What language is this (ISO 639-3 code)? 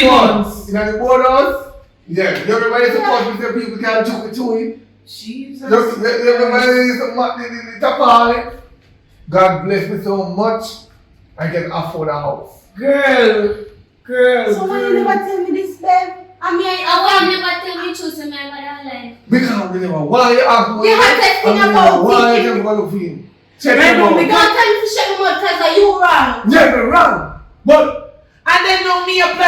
jam